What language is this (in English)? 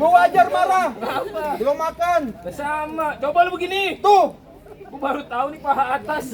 Betawi